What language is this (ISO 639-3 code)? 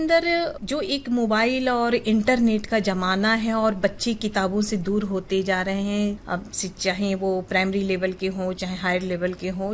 hin